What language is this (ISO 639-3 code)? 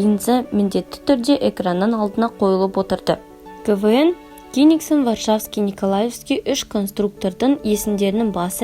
kaz